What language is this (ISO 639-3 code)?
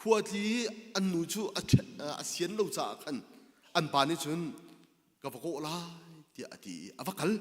cnh